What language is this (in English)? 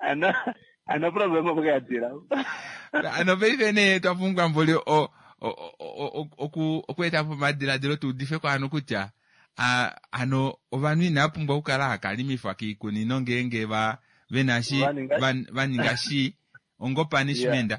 Kuanyama